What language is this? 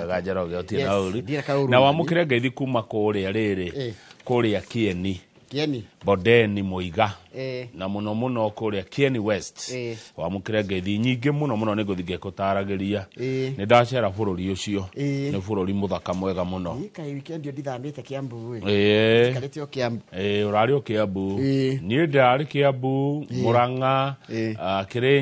Kikuyu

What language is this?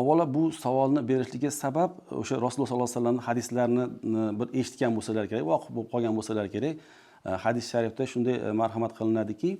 Uzbek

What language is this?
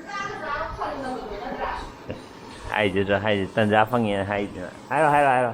Manipuri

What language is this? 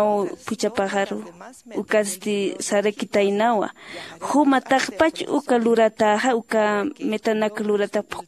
Aymara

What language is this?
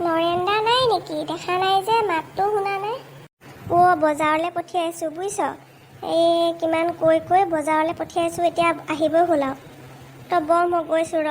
Assamese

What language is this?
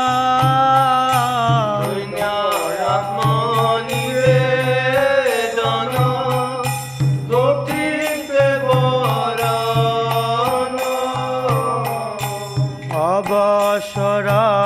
Bangla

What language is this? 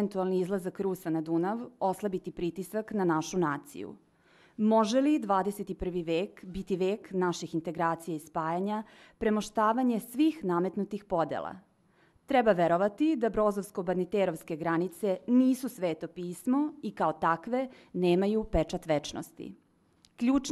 Serbian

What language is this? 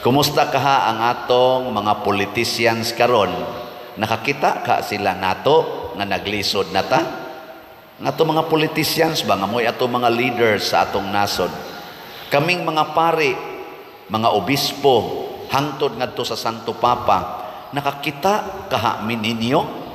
Cebuano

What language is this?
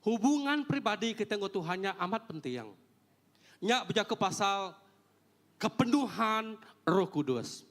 Iban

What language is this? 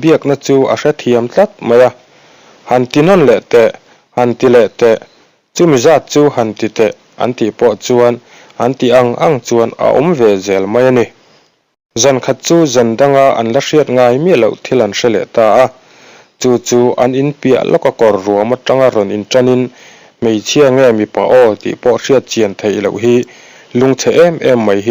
Mizo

